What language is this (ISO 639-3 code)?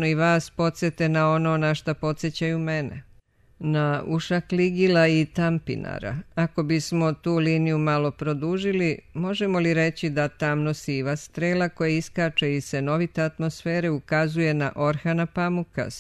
srp